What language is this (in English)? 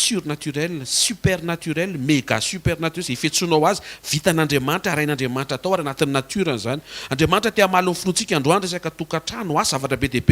Malagasy